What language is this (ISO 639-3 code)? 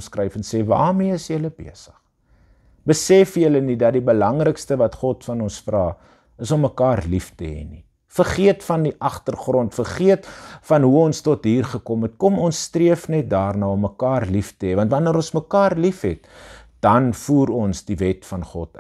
afr